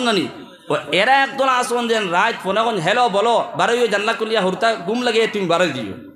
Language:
Sylheti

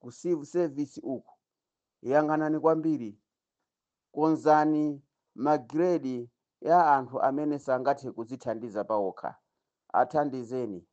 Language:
Nyanja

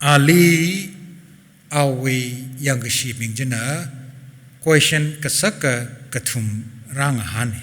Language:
Tangkhul Naga (India)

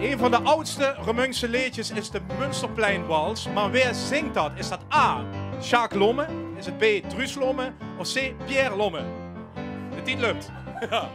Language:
Limburgish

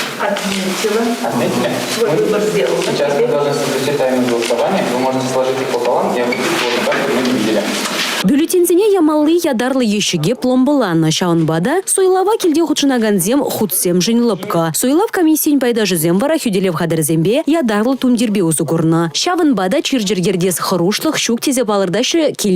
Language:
Chuvash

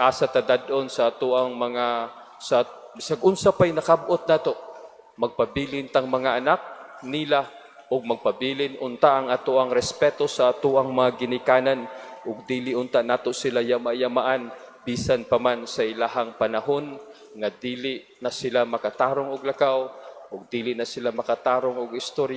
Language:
Cebuano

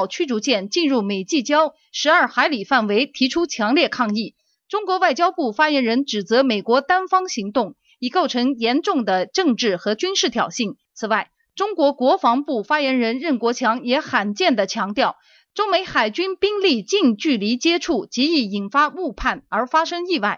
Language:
Chinese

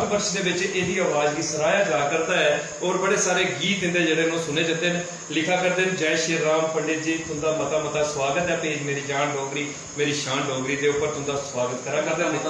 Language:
Dogri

